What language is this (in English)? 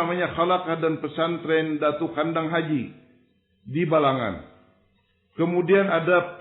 Banjar